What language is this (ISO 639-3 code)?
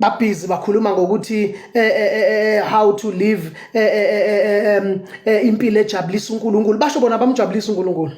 zul